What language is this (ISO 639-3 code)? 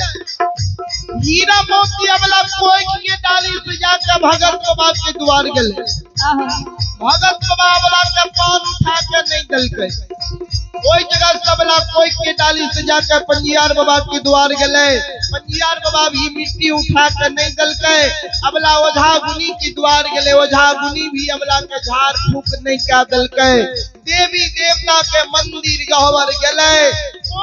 mai